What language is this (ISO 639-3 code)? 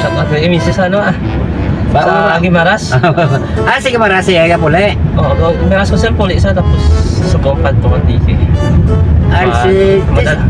hil